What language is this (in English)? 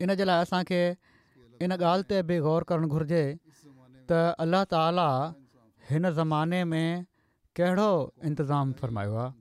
Sindhi